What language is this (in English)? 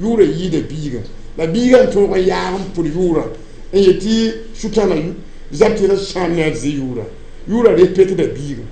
Mossi